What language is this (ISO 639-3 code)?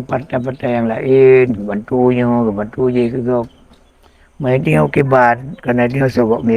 ace